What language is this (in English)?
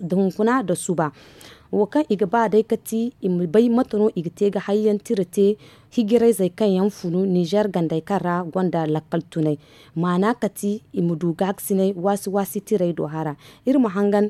Zarma